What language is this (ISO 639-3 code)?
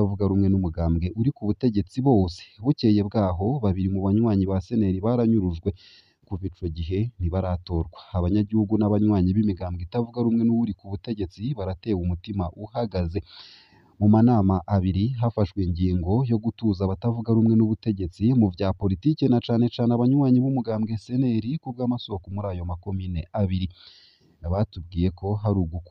run